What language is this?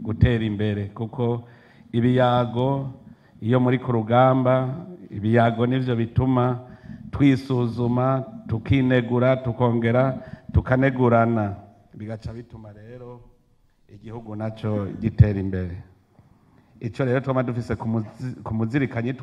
Rundi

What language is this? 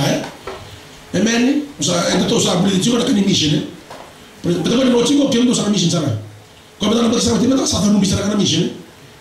Fijian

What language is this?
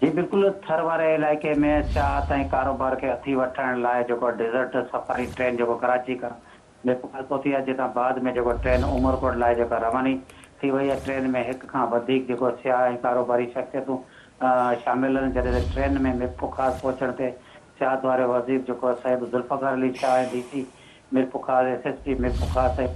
Sindhi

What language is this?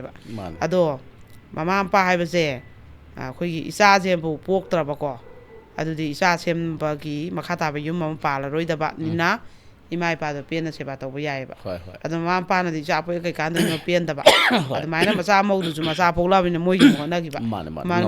Manipuri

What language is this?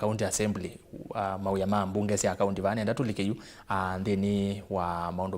Kamba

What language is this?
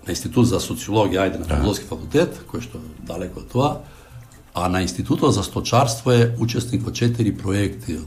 Macedonian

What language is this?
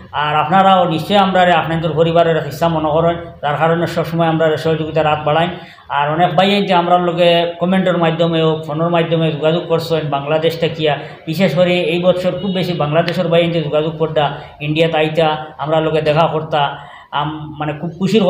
Sylheti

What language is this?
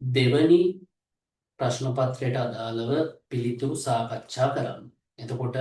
Sinhala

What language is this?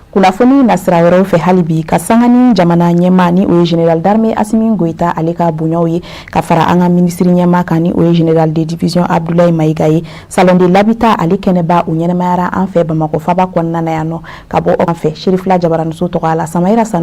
Bambara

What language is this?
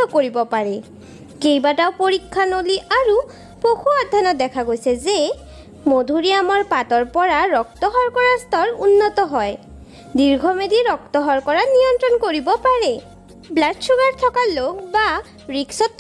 Assamese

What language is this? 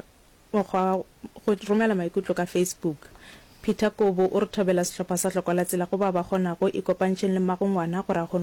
Northern Sotho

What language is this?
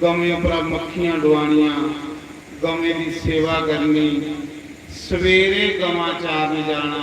Dogri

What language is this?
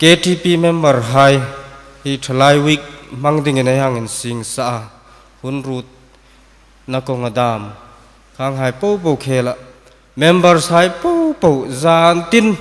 Hmar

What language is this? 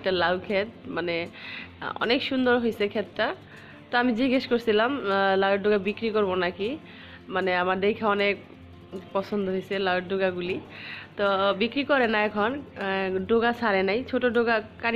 Bangla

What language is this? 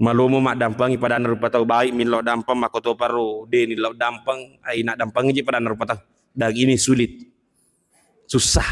Buginese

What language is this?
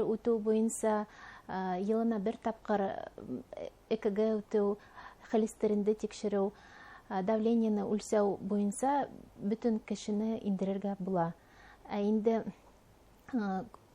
Bashkir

